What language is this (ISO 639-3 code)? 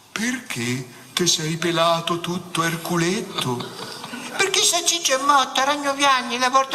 nap